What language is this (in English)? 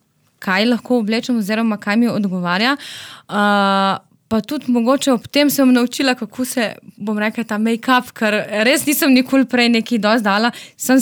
Slovenian